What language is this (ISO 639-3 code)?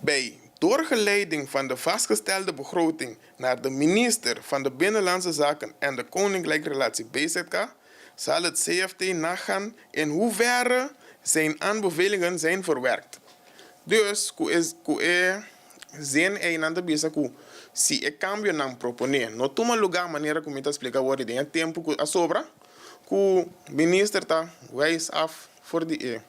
pap